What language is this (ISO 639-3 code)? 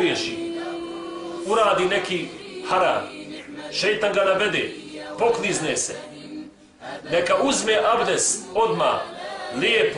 bos